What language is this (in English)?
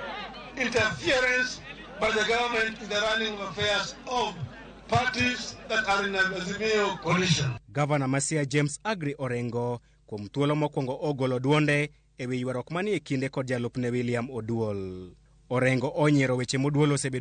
Luo (Kenya and Tanzania)